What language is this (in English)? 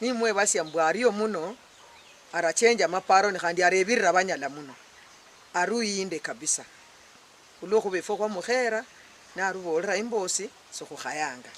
Luyia